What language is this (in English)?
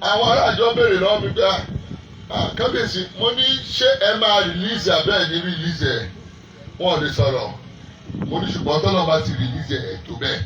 Yoruba